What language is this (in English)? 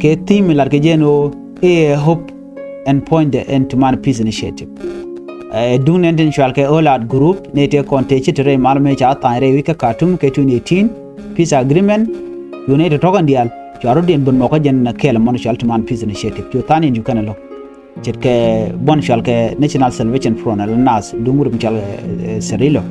Nuer